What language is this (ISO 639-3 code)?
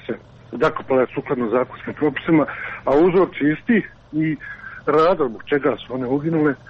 hrv